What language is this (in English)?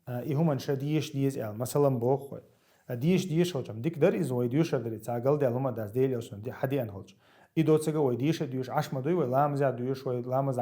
Chechen